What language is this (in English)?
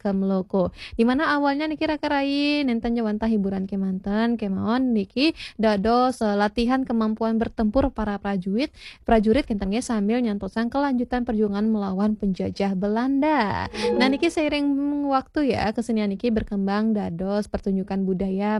Balinese